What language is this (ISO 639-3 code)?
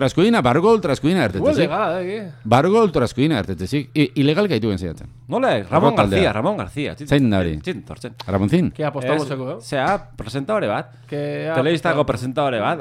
eus